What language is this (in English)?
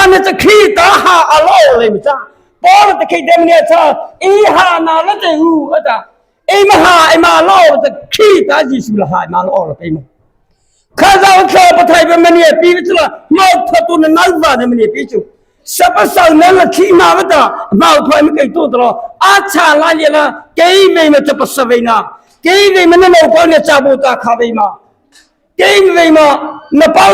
Mara Chin